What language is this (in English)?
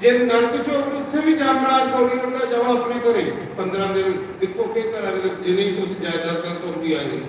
Dogri